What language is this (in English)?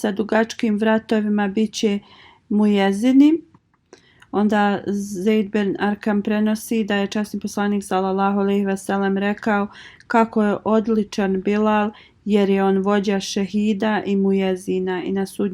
Bosnian